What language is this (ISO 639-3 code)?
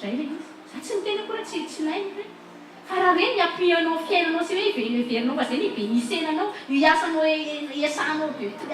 mlg